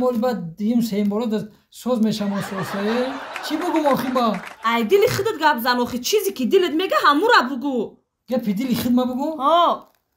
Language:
Tajik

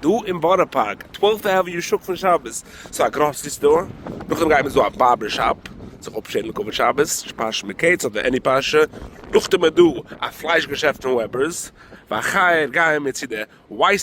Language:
Yiddish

